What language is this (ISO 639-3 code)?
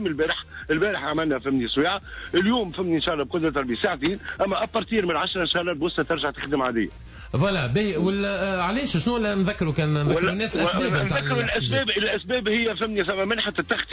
aeb